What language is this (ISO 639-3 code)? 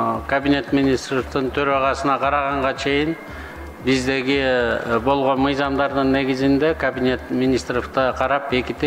kir